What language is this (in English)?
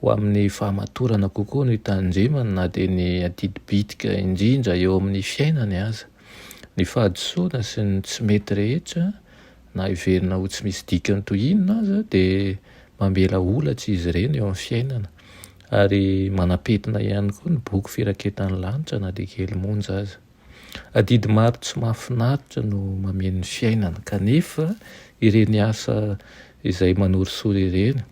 Malagasy